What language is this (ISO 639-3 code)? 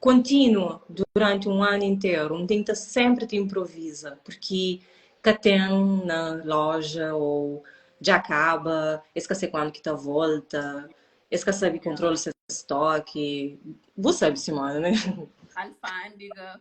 kea